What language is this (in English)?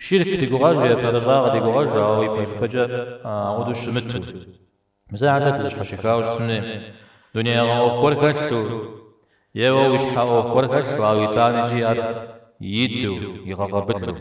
Kabardian